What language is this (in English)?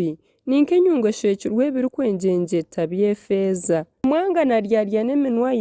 Nyankole